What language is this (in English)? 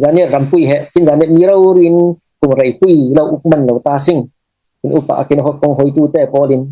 Falam Chin